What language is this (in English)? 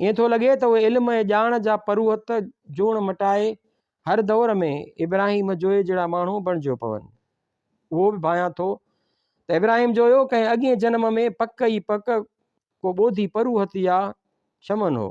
Sindhi